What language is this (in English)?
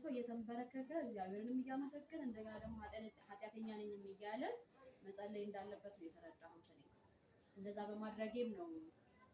Amharic